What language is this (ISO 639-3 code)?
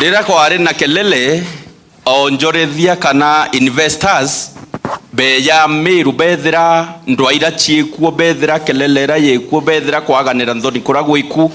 mer